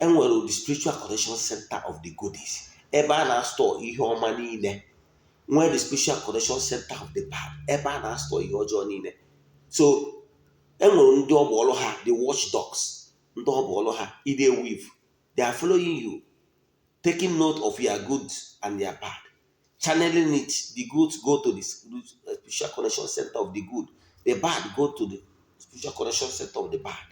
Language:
Igbo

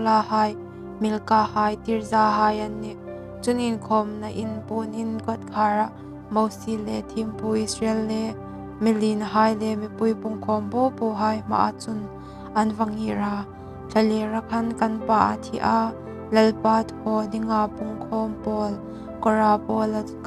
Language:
Hmar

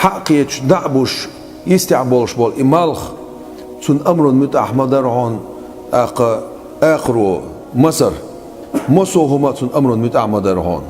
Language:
Chechen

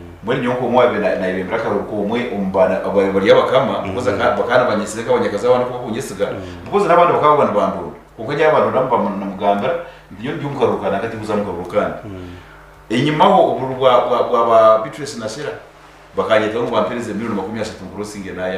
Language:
Nyankole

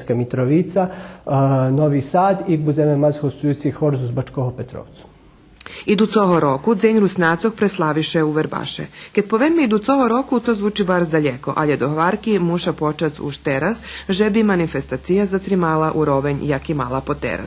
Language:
Rusyn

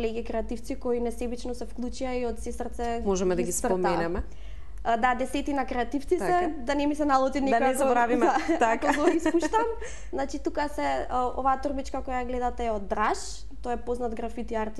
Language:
Macedonian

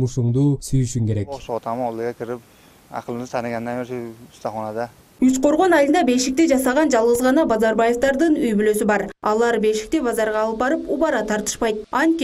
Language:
Kyrgyz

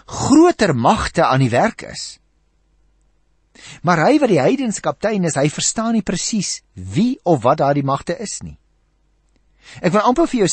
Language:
Afrikaans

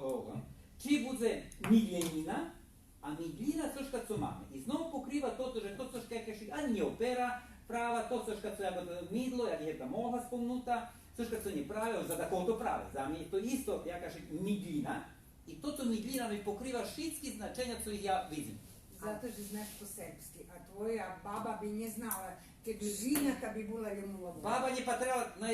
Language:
Rusyn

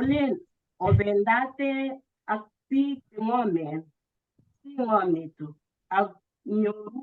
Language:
Kalenjin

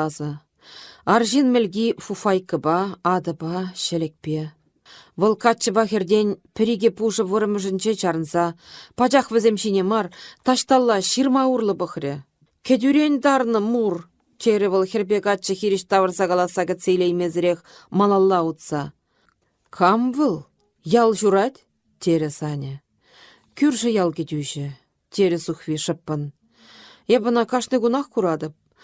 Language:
Chuvash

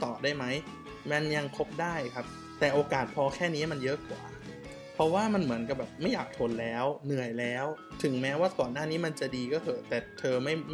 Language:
Thai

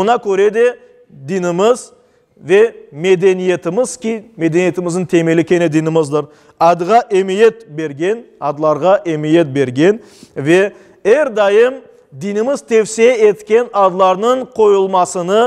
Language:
Crimean Tatar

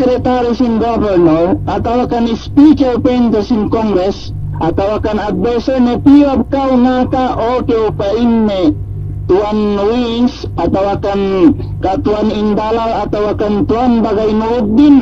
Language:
Yakan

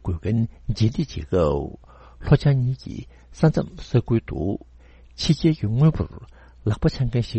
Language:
Tibetan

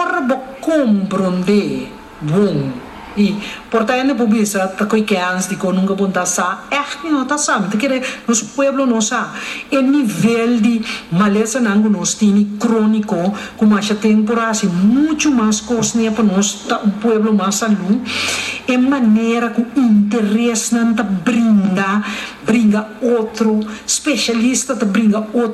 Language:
Papiamento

